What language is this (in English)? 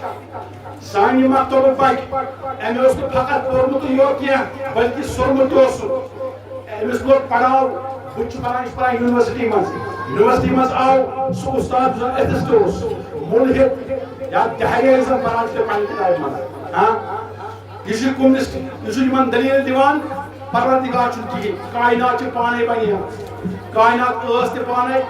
Kashmiri